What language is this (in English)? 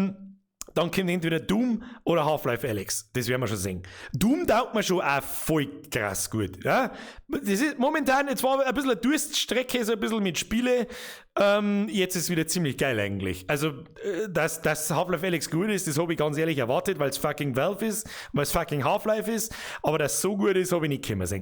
Bavarian